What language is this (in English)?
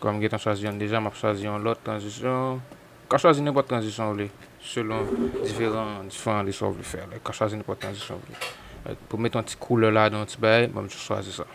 Haitian Creole